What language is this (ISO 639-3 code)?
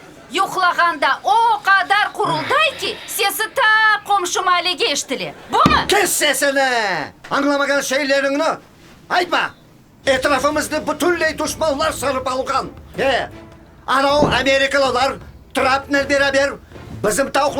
crh